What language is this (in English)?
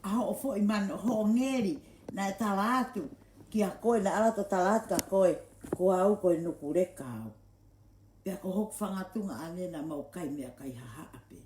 Tongan